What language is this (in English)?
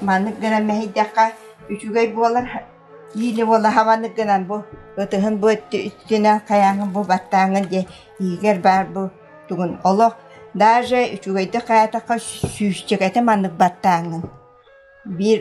Yakut